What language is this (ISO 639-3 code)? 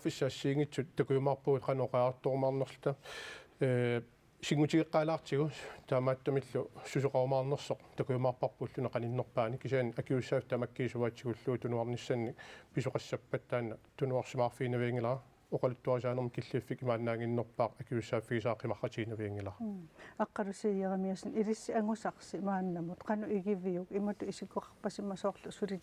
kal